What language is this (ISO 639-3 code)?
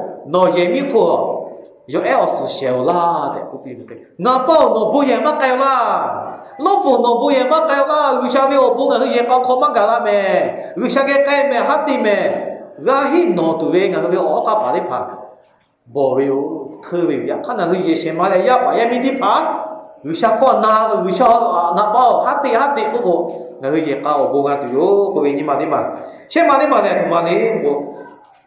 lhu